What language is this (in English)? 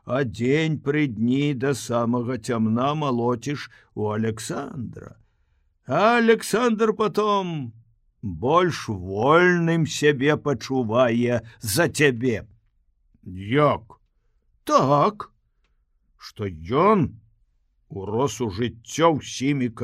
Belarusian